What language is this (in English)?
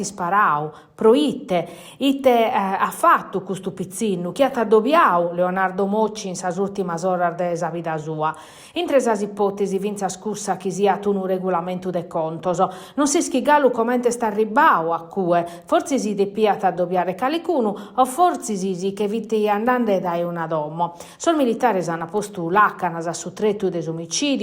Sardinian